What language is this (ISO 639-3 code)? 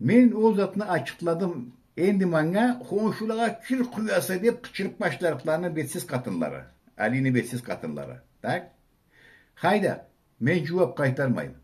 krc